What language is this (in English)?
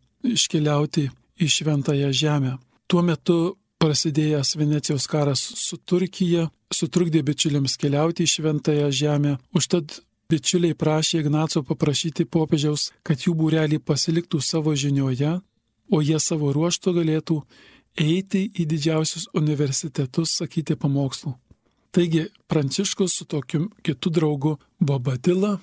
Lithuanian